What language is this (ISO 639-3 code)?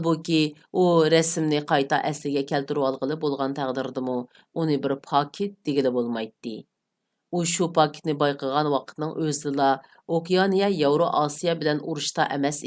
uig